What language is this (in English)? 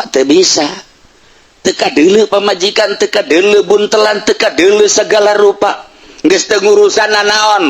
Sundanese